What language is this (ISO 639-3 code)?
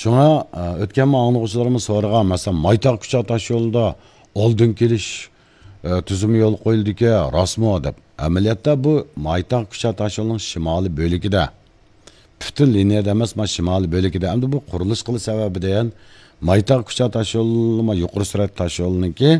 uig